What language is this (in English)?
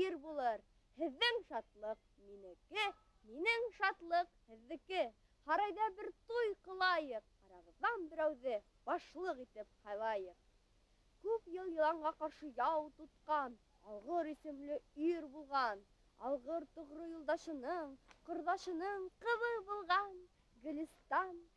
Bashkir